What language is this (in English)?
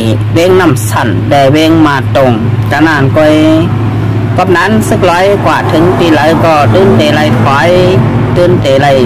Shan